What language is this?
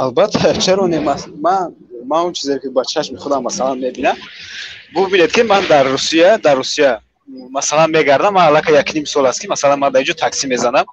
Tajik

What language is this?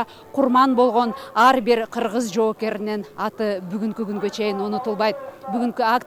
Kyrgyz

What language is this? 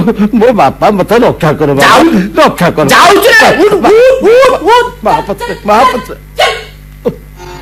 Odia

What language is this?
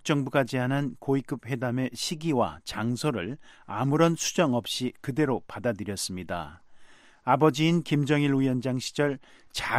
Korean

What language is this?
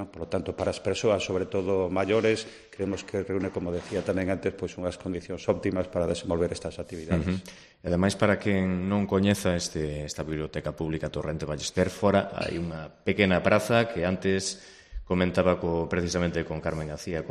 Galician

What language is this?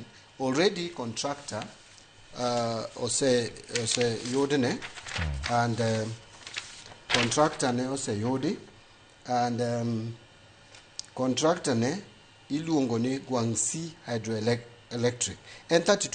Luo (Kenya and Tanzania)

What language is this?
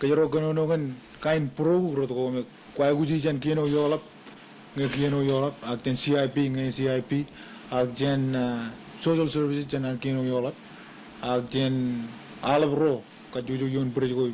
Marshallese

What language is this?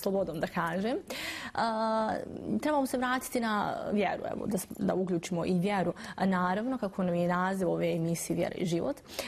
Bosnian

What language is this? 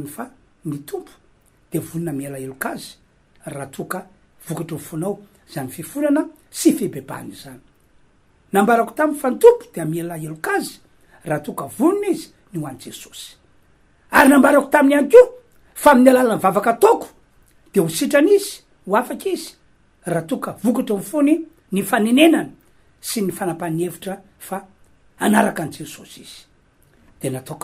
Malagasy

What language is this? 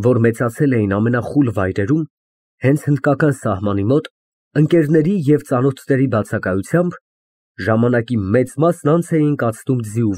Armenian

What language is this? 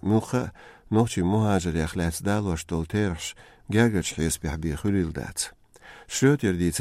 Chechen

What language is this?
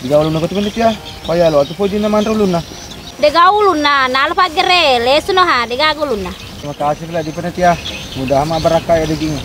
Buginese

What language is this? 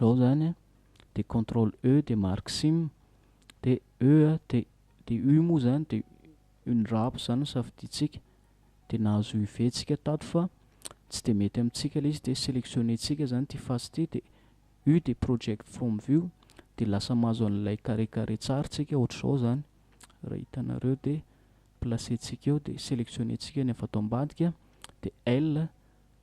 Malagasy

